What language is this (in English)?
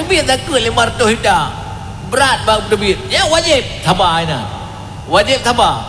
Achinese